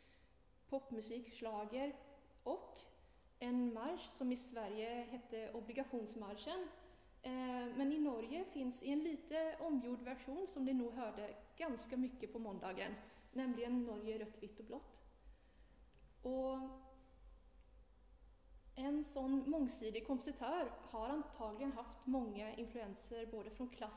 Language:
Swedish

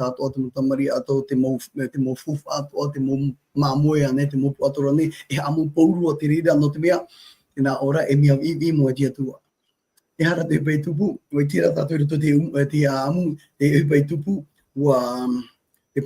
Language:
Tahitian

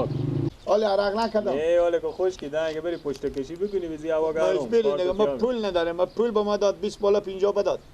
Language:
Persian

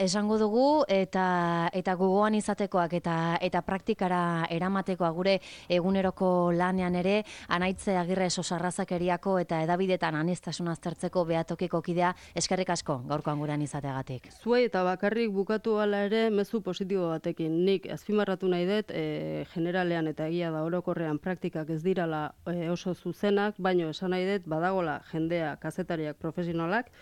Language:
Basque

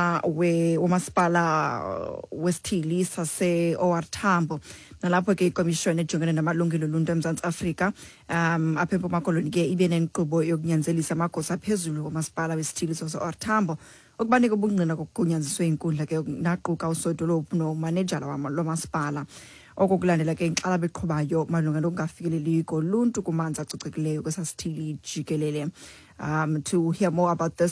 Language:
Xhosa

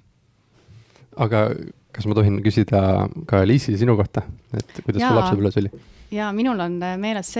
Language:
Estonian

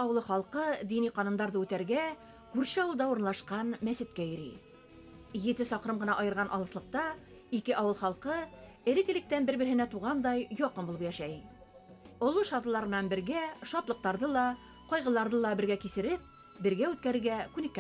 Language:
Bashkir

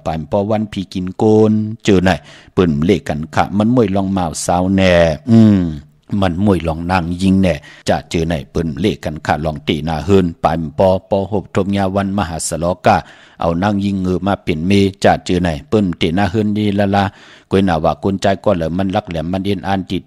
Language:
Shan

